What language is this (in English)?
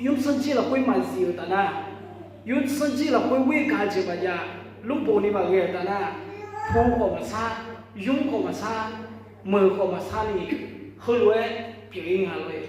Akha